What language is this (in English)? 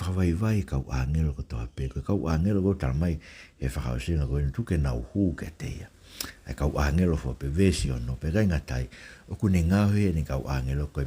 Tongan